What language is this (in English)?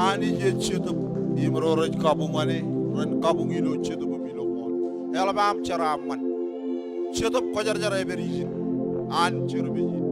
Marshallese